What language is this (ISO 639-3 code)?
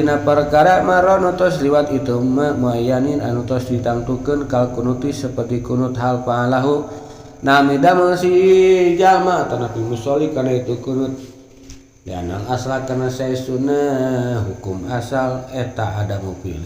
sun